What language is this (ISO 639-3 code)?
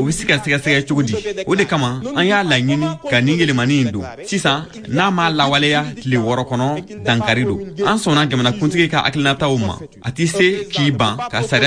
bam